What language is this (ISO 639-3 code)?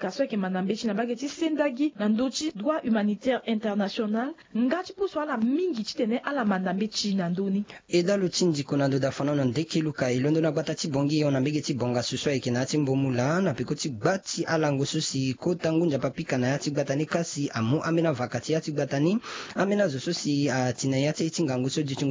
sag